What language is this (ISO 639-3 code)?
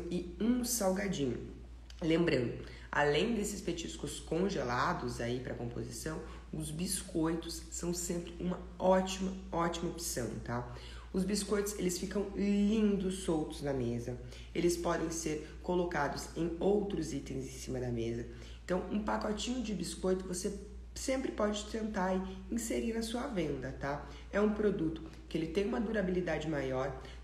por